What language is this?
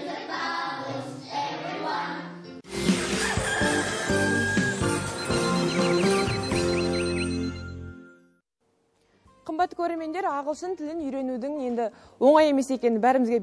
Kazakh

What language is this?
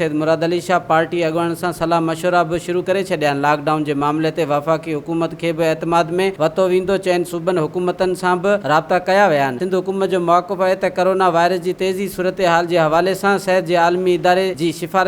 Sindhi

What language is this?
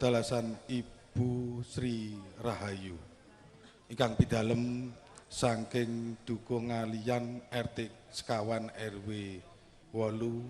Javanese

